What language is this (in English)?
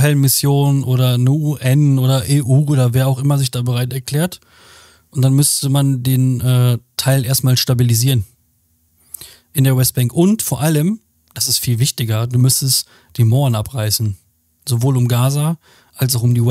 German